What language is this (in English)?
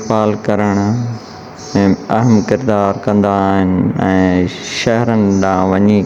Sindhi